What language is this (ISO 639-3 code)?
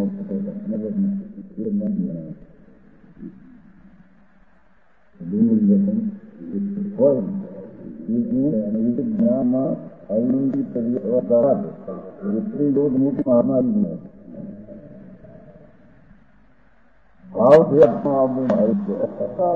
guj